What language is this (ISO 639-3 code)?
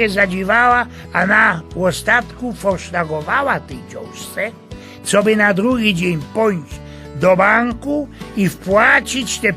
szl